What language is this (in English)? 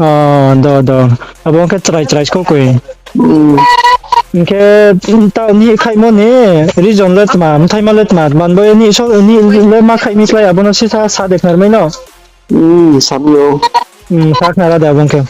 Riang (India)